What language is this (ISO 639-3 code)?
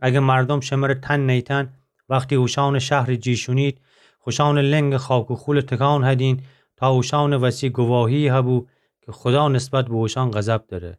glk